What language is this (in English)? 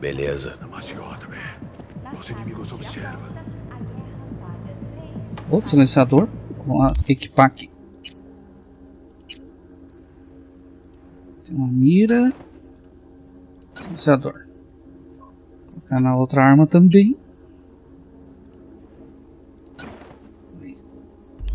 Portuguese